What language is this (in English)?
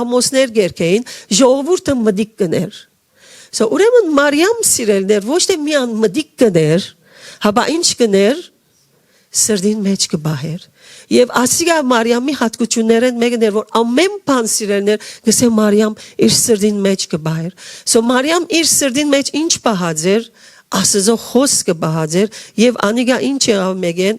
Western Armenian